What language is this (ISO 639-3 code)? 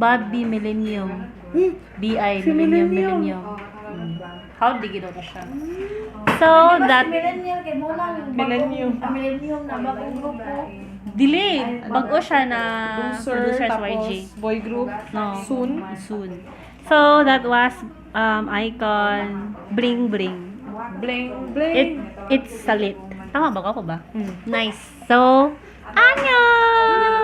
ceb